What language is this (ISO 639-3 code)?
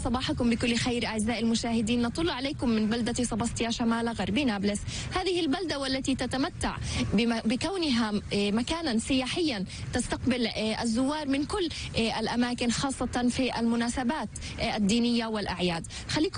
apc